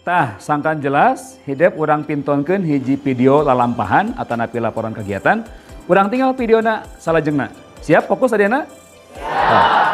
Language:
Sundanese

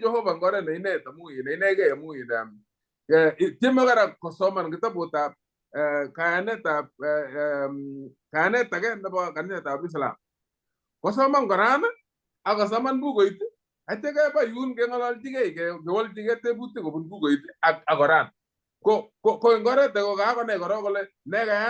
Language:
Kalenjin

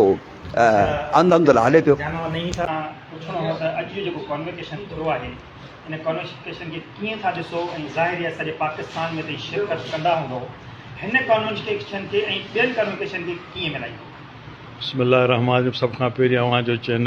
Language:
Sindhi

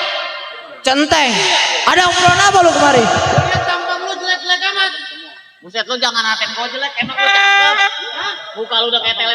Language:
Betawi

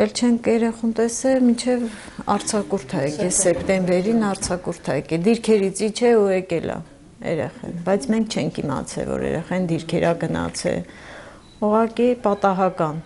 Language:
Armenian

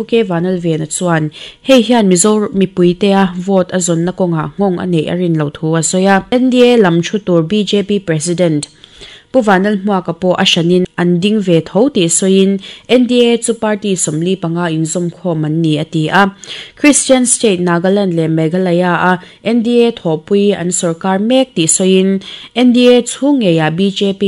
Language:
Mizo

